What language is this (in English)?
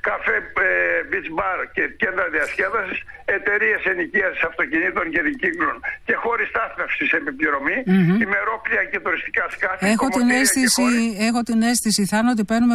Greek